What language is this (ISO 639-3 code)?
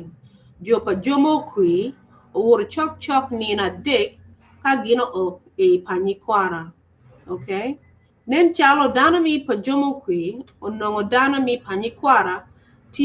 ach